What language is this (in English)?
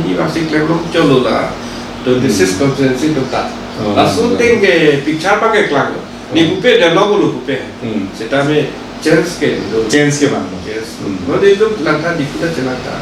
Karbi